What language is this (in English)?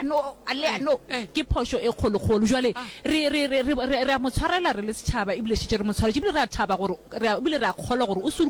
Northern Sotho